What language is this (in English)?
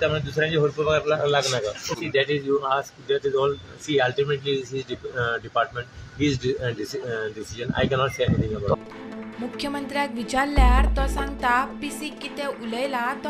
Konkani